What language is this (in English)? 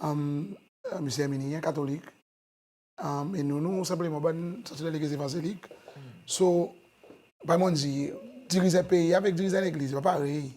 Seselwa Creole French